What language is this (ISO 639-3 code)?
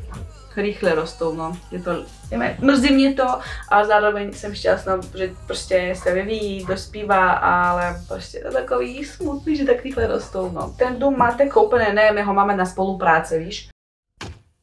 ces